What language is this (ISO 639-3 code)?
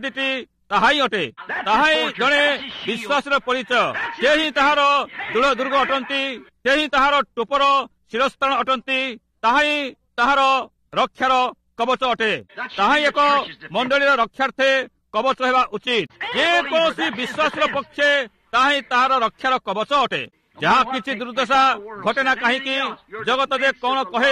ori